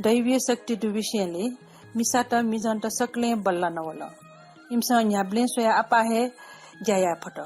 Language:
Newari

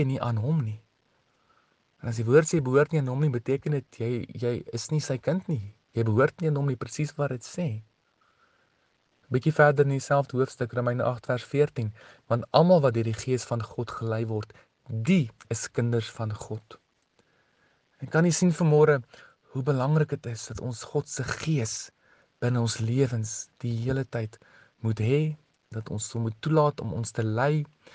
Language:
Afrikaans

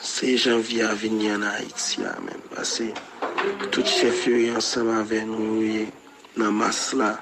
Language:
Haitian Creole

